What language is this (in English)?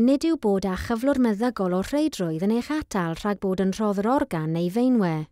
Welsh